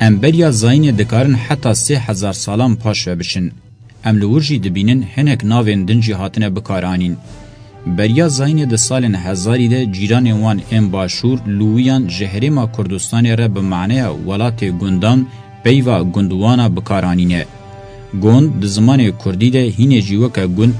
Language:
Kurdish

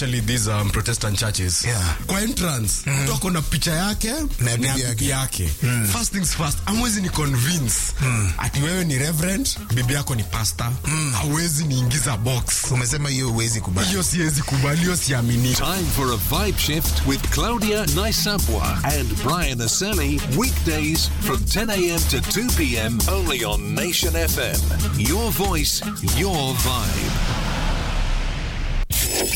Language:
Swahili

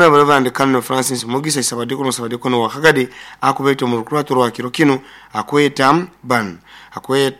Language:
Nyoro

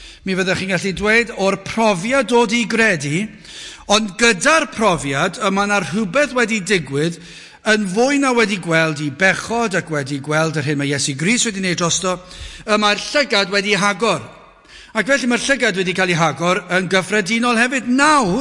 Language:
Welsh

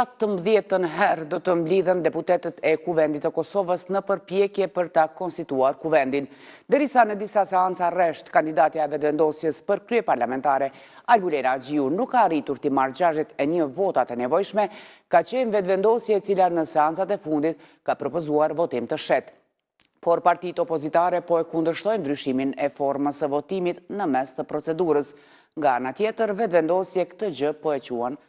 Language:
Albanian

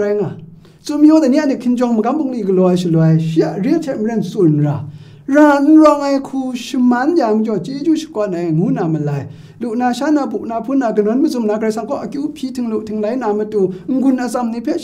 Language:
Kachin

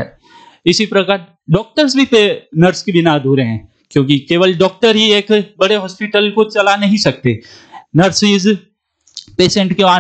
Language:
Hindi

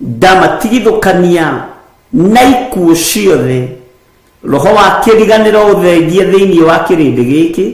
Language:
Kikuyu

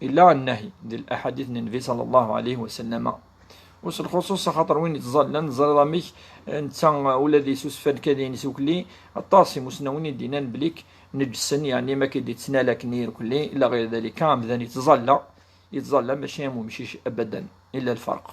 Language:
Kabyle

